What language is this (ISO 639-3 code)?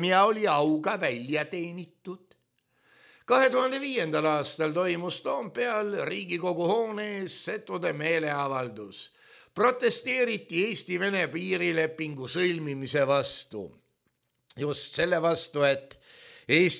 est